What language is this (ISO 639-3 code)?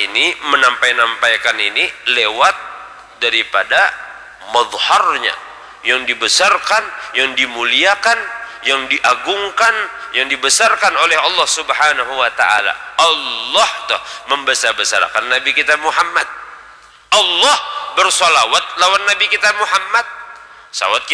bjn